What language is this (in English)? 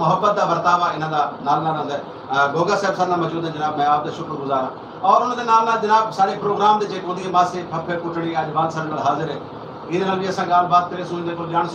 Saraiki